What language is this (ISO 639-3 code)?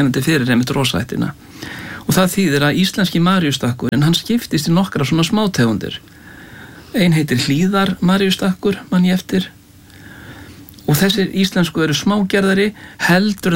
isl